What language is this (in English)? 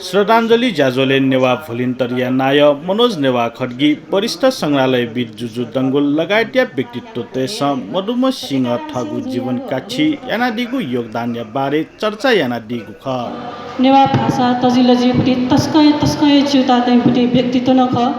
Newari